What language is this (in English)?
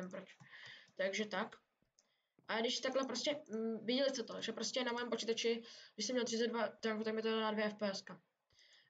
Czech